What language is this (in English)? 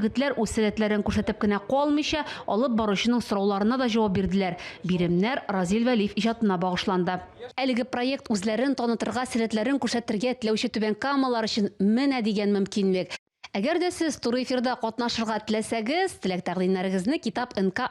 Tatar